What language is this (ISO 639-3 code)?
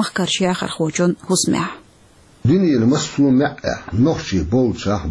che